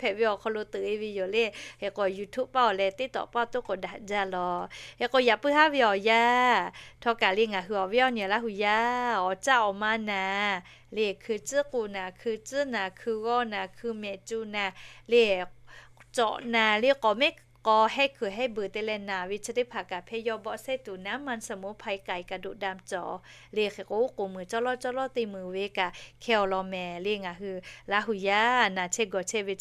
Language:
Lahu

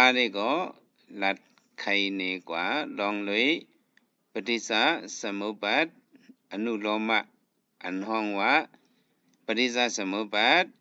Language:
Shan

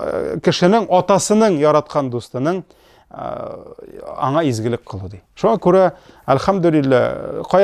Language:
Tatar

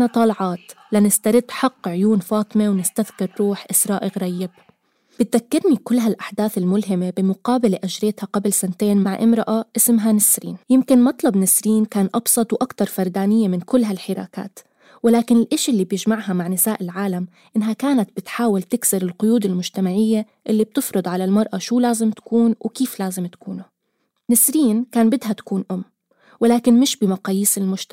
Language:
North Levantine Arabic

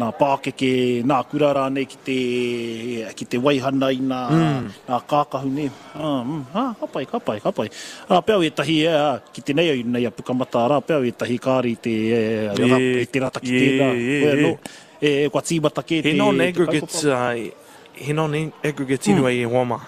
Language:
Māori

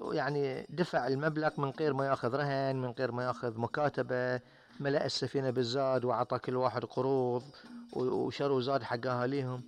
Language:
Gulf Arabic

